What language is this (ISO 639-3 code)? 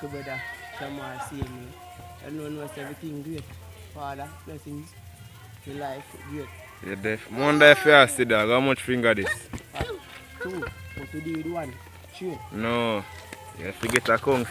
jam